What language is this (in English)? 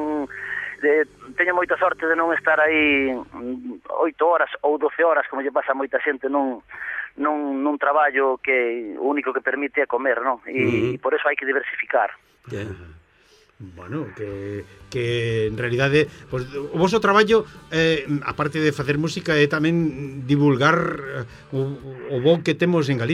Galician